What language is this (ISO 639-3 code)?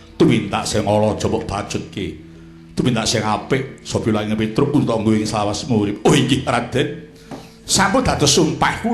jav